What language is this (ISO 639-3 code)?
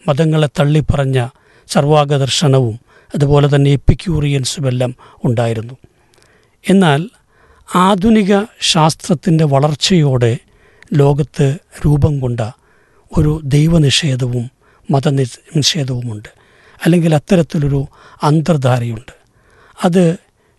mal